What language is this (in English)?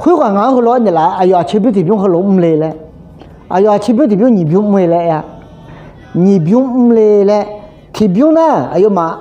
Akha